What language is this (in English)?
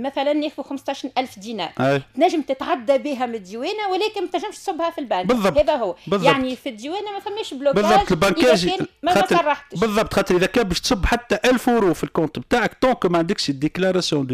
Tunisian Arabic